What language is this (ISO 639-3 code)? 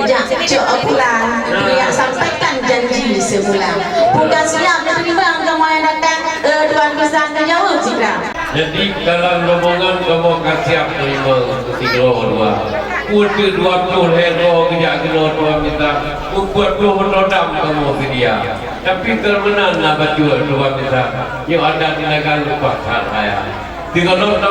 ace